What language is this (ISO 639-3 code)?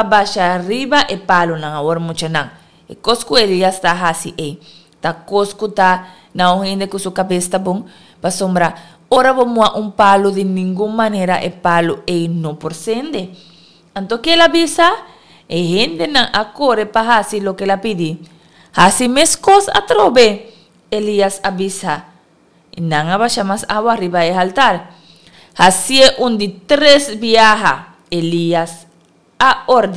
pap